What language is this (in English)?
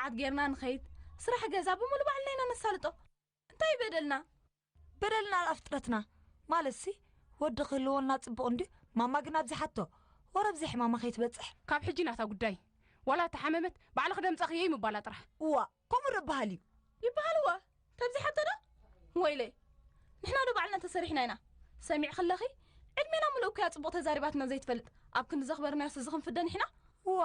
Tigrinya